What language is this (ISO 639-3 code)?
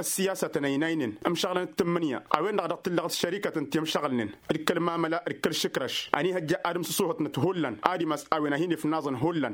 taq